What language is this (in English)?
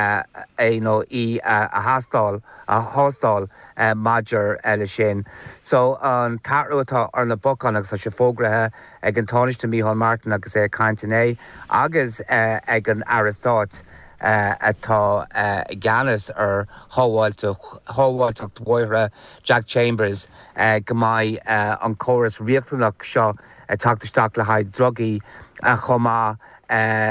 Irish